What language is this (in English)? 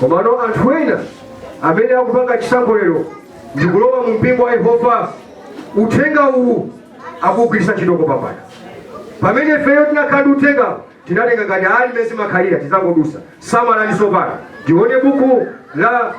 Nyanja